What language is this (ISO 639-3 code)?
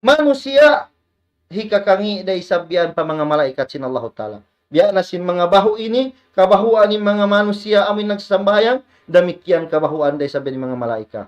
tsg